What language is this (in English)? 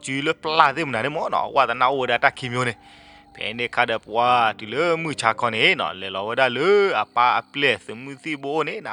S'gaw Karen